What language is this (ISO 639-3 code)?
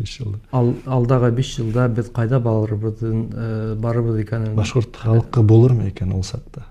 bak